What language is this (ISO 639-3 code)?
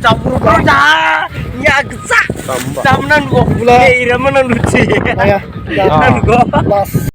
dis